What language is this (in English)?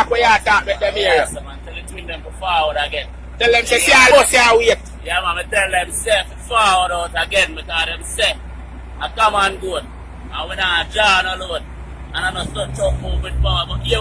Jamaican Creole English